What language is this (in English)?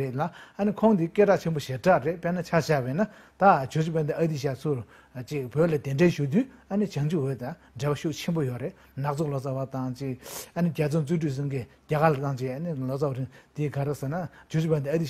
Tibetan